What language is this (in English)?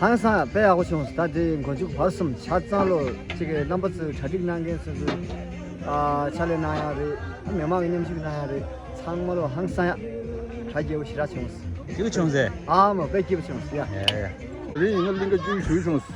Tibetan